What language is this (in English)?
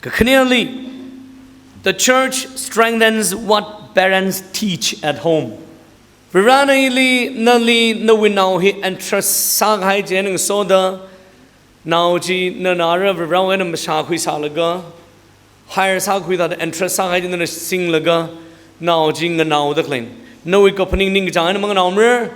Tangkhul Naga (India)